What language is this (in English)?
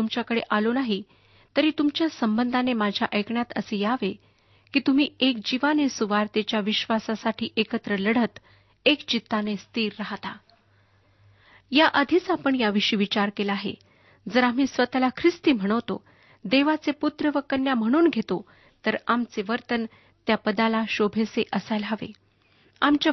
Marathi